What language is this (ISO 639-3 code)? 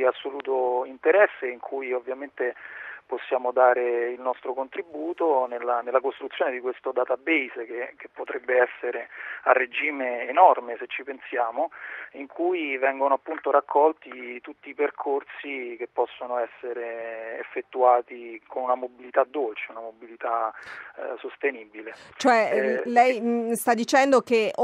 ita